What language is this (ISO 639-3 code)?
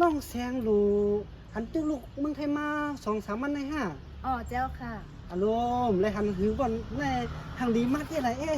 shn